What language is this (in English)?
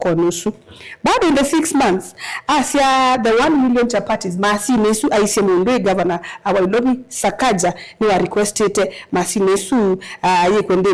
Kamba